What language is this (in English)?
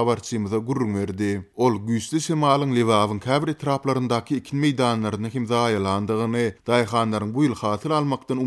Turkmen